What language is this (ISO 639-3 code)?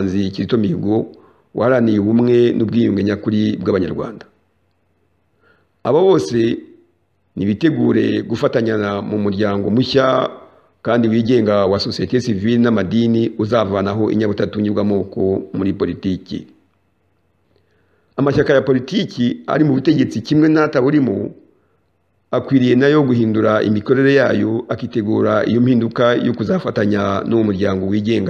kin